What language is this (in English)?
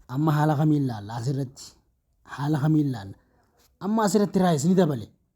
Oromo